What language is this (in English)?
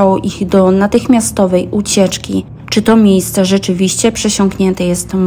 Polish